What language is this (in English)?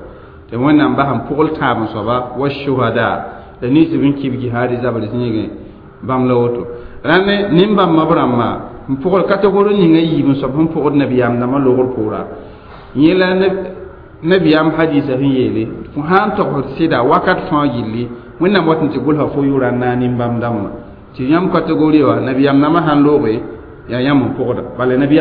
Mossi